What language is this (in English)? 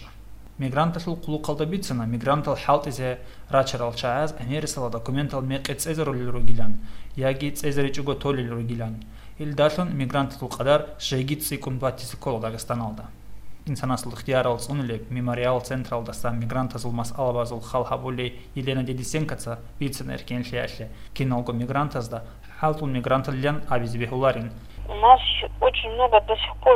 Avaric